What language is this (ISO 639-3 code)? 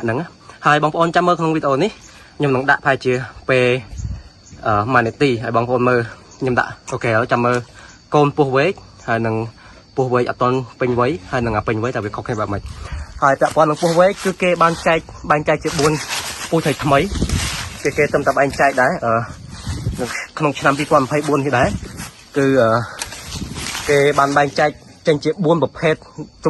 khm